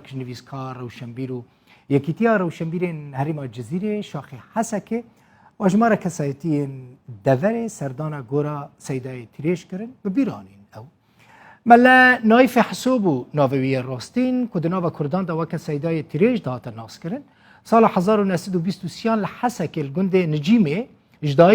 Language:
Kurdish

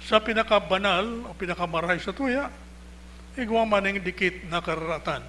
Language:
Bikol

